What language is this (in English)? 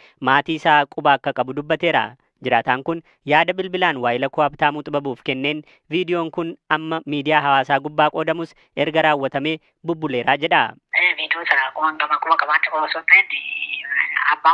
Oromo